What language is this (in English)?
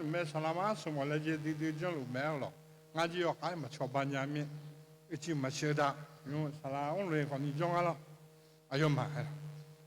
Akha